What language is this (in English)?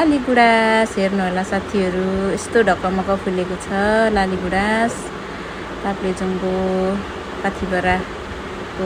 Nepali